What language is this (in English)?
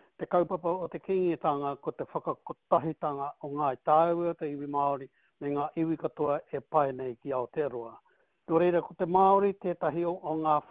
Māori